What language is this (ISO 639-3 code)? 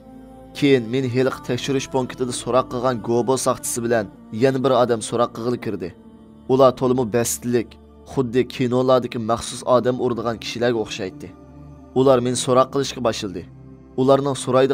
uig